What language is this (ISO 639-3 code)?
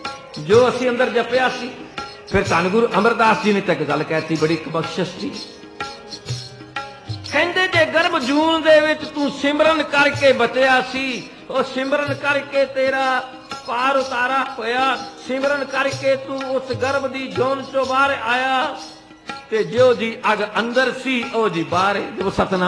pan